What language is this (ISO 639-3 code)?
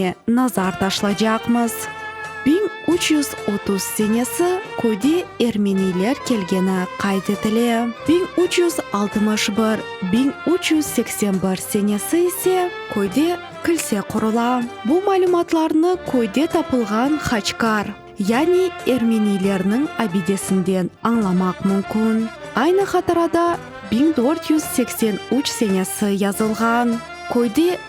crh